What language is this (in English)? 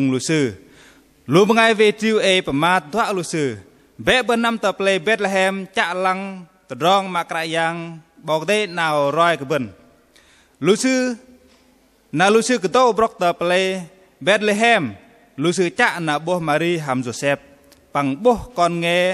Bahnar